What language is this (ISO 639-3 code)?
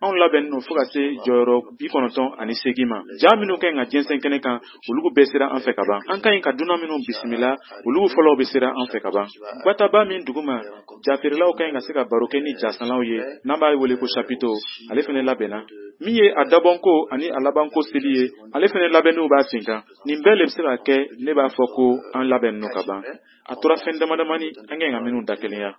bam